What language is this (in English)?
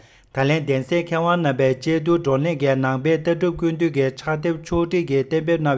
Tibetan